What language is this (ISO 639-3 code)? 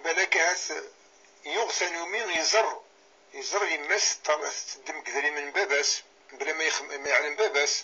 kab